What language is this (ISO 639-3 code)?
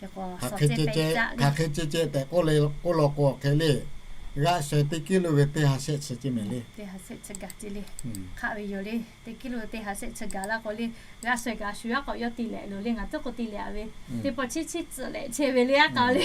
lhu